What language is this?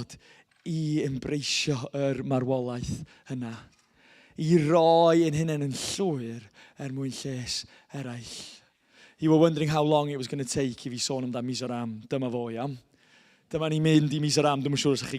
Welsh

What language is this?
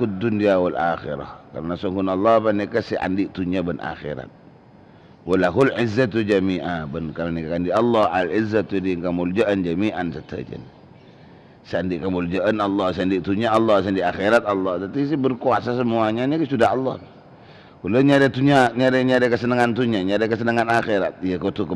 Madurese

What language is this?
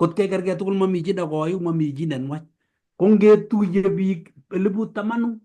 Kalenjin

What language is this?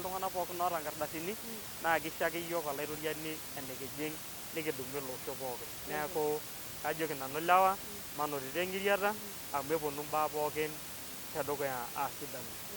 Masai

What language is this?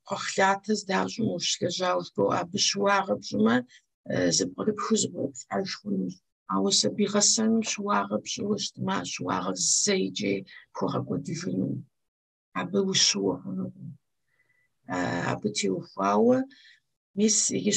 Kabardian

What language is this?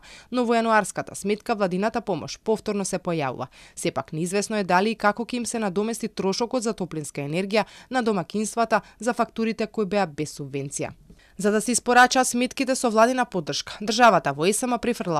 Macedonian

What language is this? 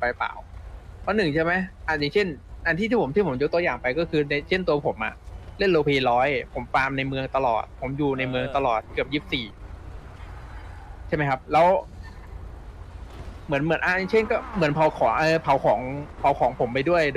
Thai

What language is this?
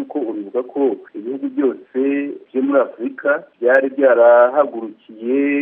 Kinyarwanda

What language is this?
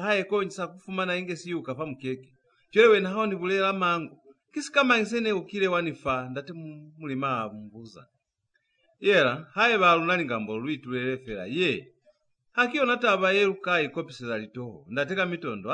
Lozi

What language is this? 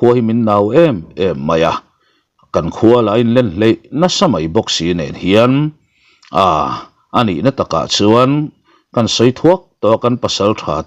Mizo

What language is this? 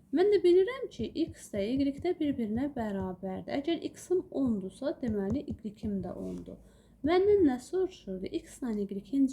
Azerbaijani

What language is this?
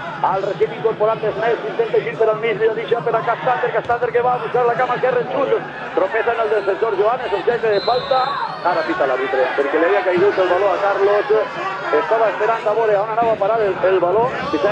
Catalan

